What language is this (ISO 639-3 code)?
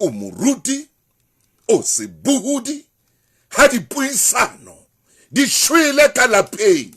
sot